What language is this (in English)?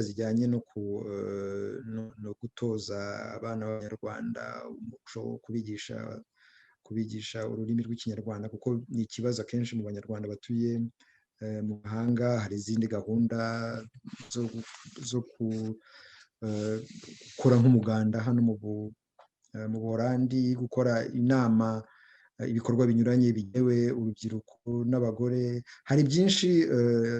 Kinyarwanda